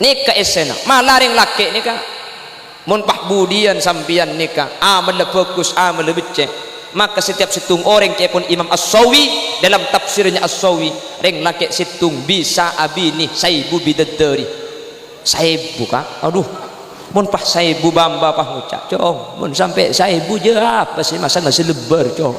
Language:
Madurese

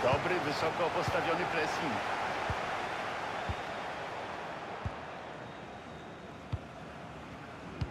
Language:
Polish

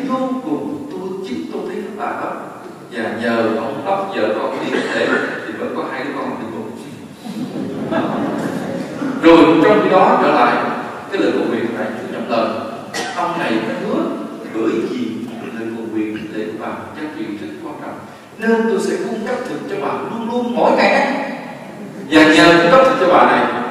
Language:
Vietnamese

